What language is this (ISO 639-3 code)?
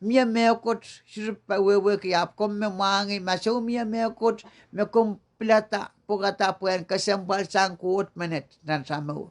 pon